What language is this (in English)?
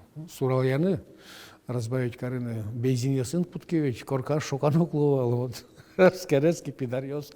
Udmurt